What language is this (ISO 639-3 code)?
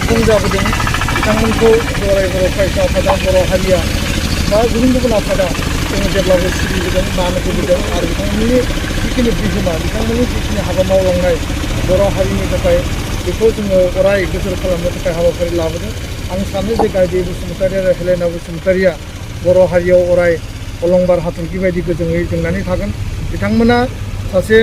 brx